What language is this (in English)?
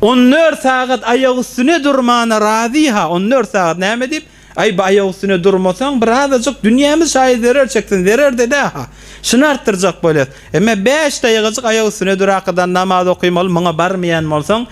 Turkmen